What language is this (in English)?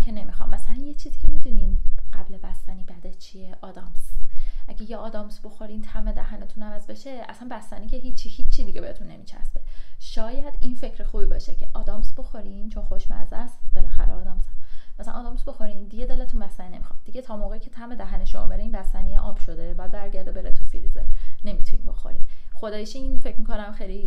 Persian